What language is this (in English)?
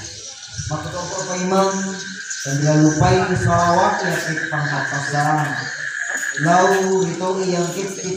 Buginese